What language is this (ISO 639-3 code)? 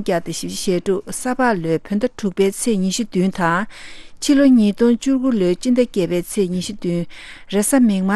bod